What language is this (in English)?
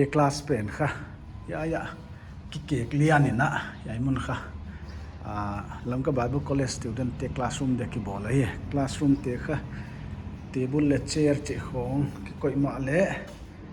Paite Chin